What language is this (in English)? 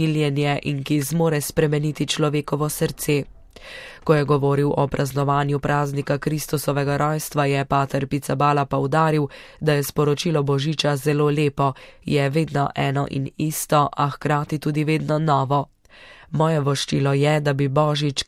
Slovenian